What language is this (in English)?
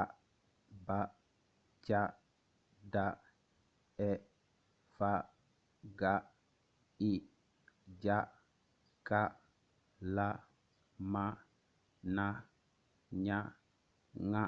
Wolof